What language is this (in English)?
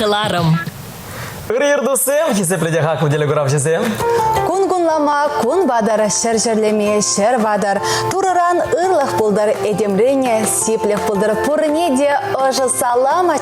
Chuvash